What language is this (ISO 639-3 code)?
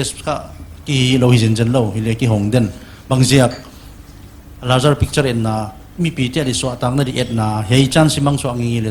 pck